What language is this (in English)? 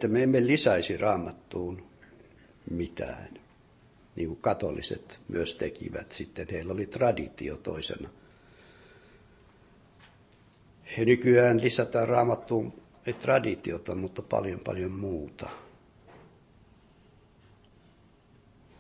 Finnish